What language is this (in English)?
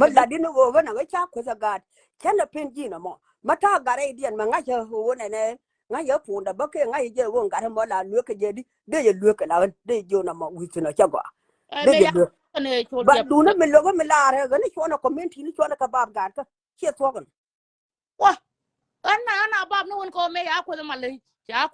Nuer